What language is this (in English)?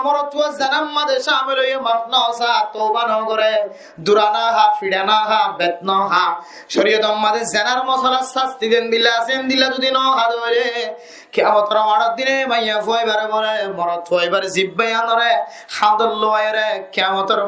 Rohingya